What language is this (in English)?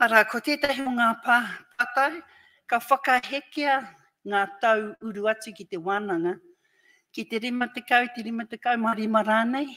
Māori